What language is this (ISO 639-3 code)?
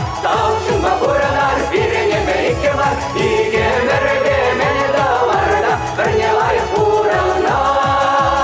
chv